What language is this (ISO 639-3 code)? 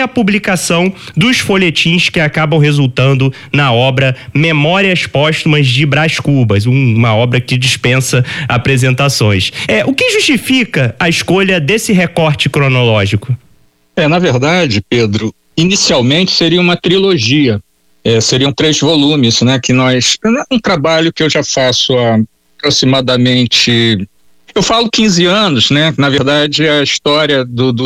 por